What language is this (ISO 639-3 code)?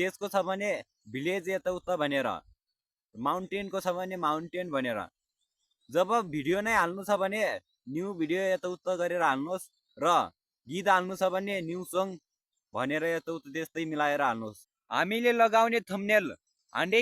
nep